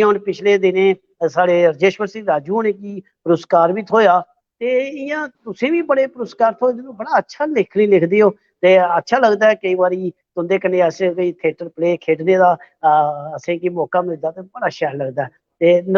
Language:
Dogri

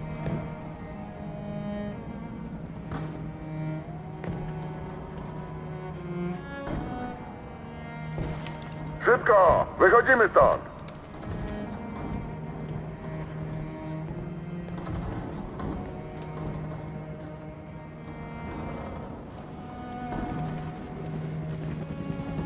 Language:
Polish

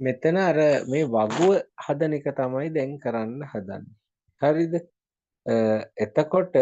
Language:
Sinhala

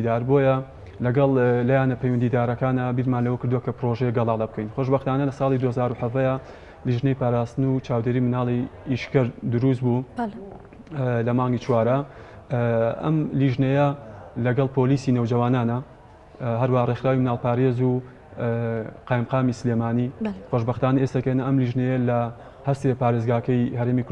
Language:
Central Kurdish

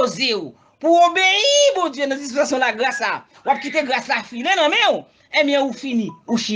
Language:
Haitian Creole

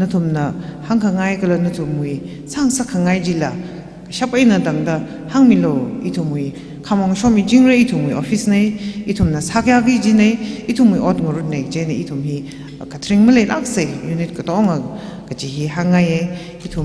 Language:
Tangkhul Naga (India)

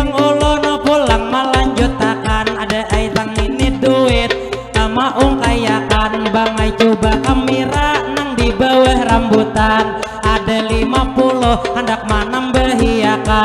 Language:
Banjar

